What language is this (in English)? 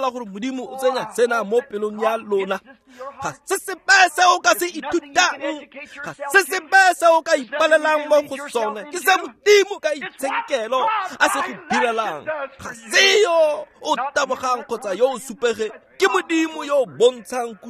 Tswana